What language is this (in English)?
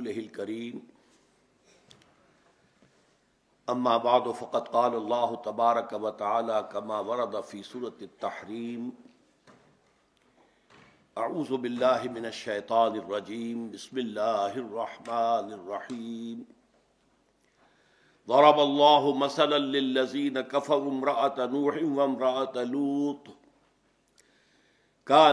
Urdu